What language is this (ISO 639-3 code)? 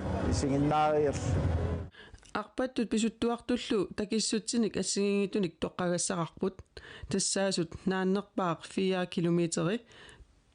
kal